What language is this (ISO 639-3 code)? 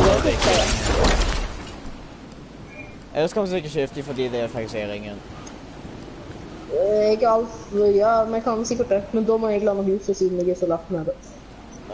nor